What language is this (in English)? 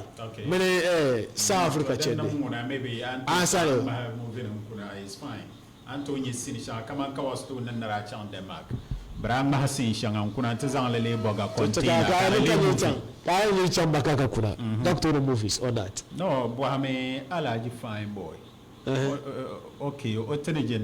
Dagbani